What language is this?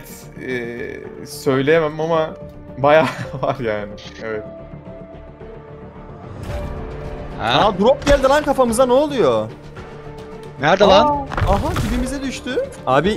Turkish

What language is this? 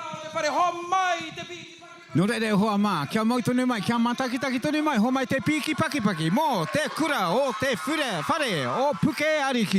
Māori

